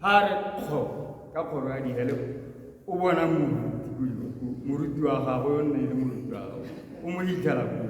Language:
Tswana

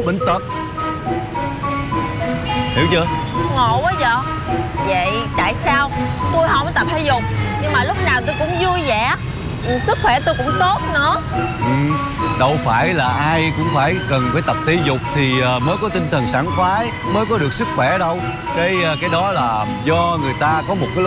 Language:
Vietnamese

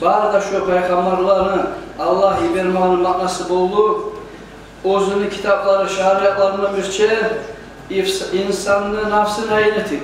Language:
Kumyk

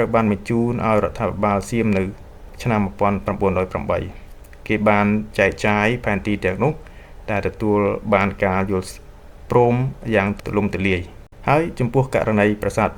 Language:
Khmer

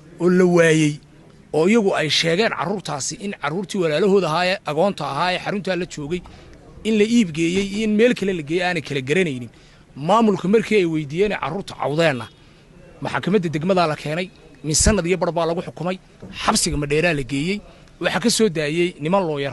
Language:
Somali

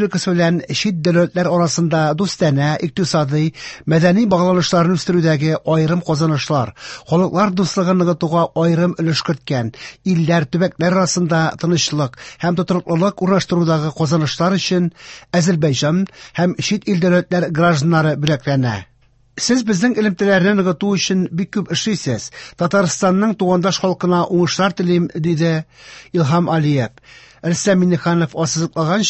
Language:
Tatar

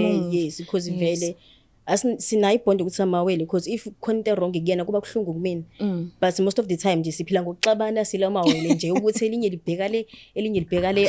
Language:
Zulu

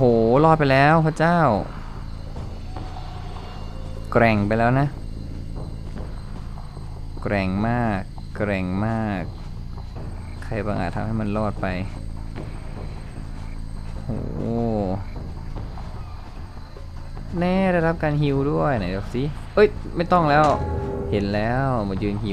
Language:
Thai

